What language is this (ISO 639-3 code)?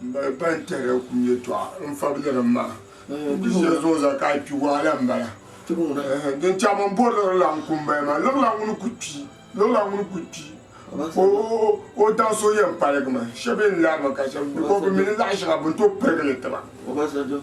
dag